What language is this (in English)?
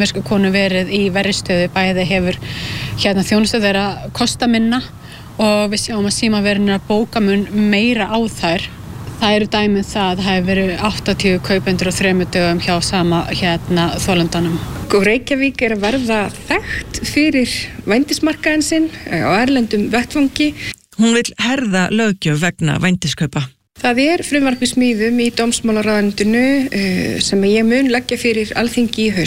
Icelandic